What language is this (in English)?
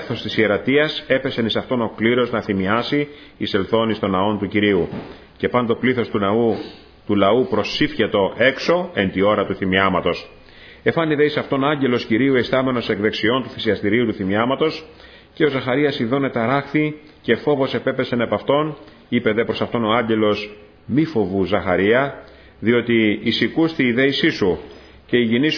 Greek